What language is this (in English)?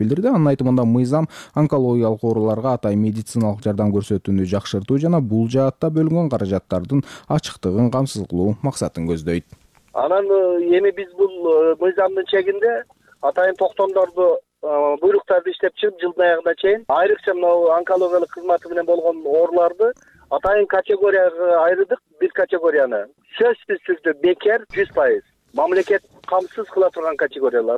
Kyrgyz